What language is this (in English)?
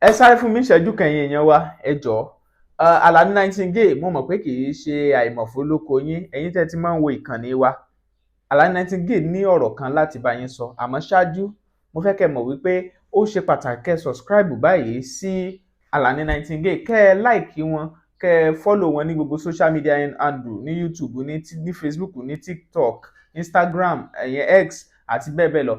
Yoruba